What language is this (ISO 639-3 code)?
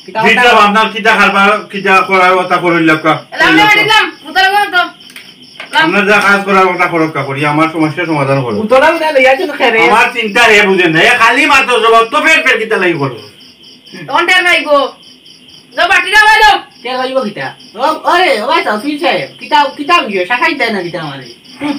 syl